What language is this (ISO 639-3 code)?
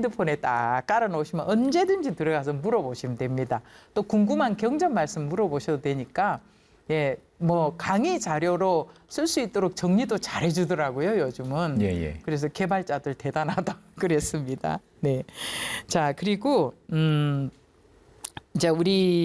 kor